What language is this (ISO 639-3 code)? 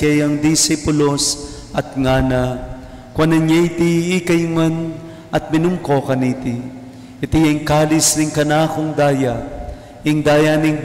pam